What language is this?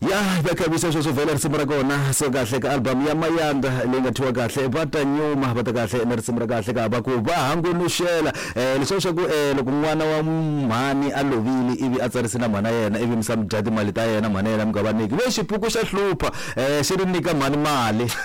Tsonga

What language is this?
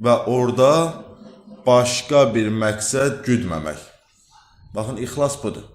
Azerbaijani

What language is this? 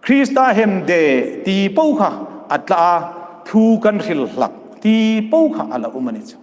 Hmar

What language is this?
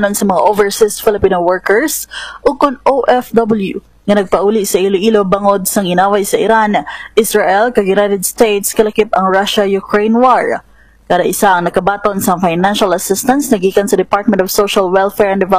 Hiligaynon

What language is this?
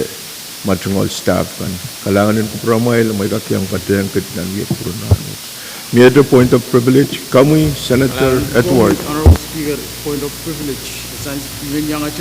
Pohnpeian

